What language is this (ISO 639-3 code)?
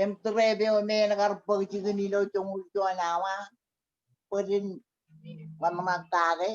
mah